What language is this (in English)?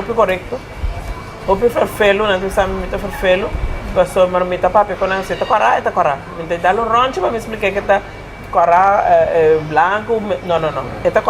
Papiamento